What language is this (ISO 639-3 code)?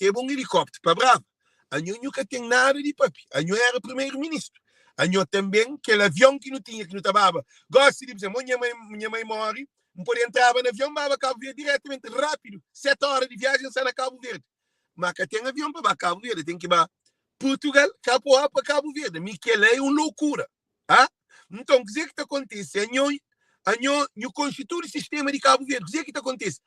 kea